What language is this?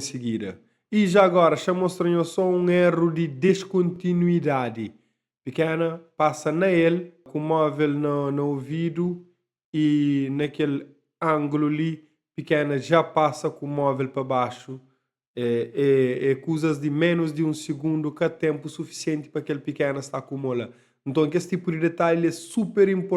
Kabuverdianu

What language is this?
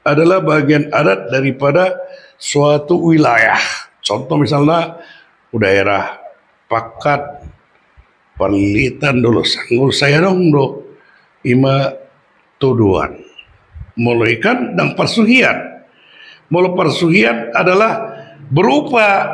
Batak Toba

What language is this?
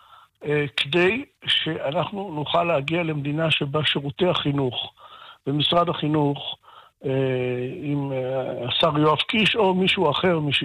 Hebrew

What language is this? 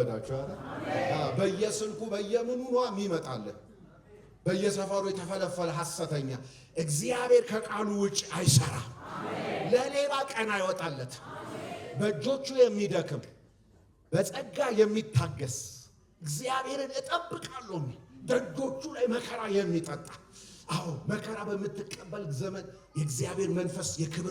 Amharic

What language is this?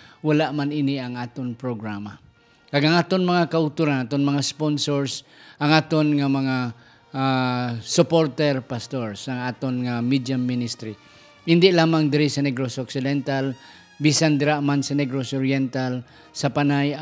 Hiligaynon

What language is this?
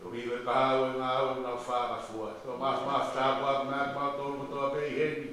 Tongan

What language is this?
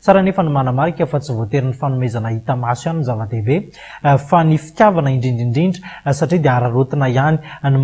Malagasy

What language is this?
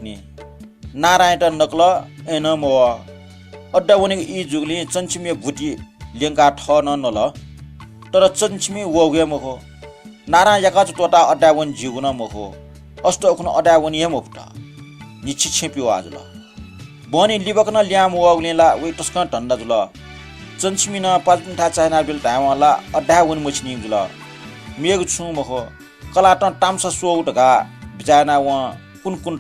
Newari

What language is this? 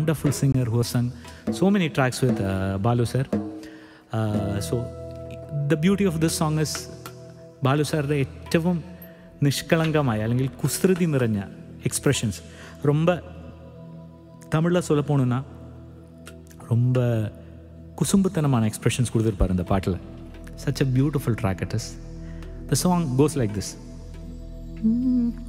Tamil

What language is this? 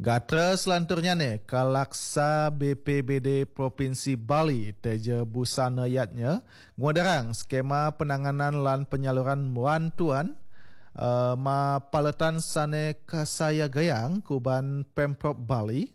Balinese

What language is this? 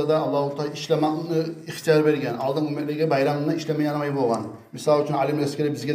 Kumyk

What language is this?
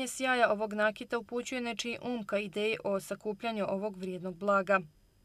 Bosnian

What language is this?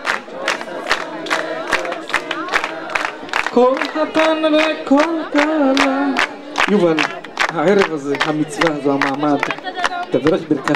Hebrew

